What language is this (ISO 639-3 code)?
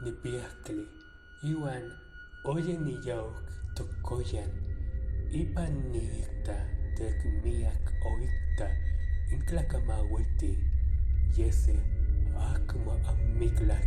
nah